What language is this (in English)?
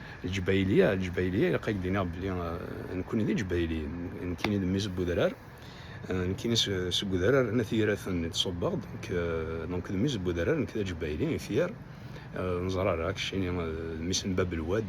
Kabyle